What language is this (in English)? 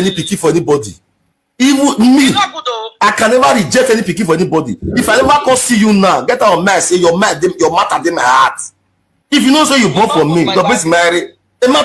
Nigerian Pidgin